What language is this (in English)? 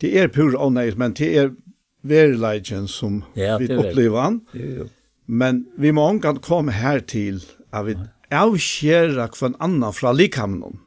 Faroese